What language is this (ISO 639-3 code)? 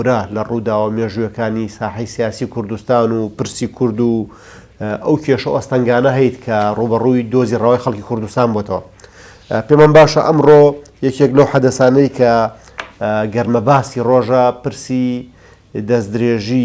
ckb